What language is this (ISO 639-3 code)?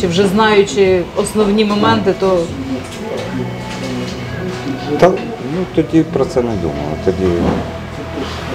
ukr